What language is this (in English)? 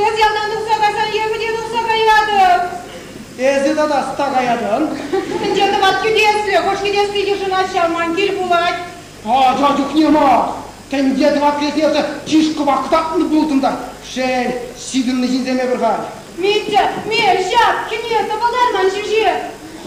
Chuvash